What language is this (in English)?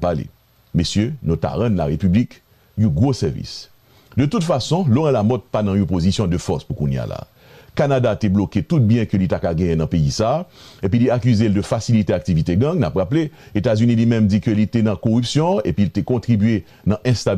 Haitian Creole